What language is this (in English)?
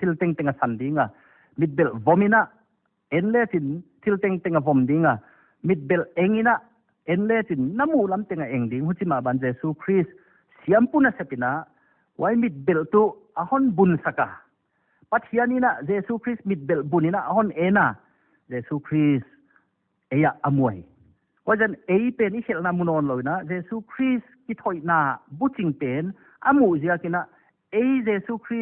Paite Chin